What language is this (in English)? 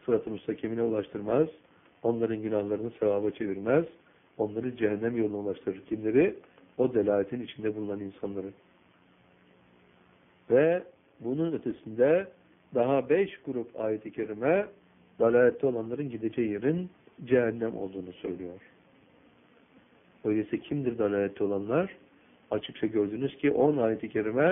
Turkish